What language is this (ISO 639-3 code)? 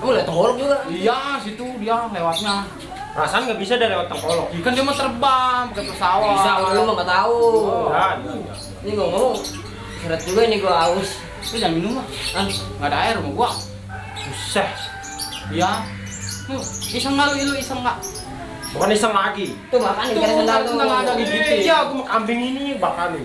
bew